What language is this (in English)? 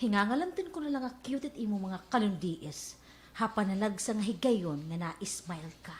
Waray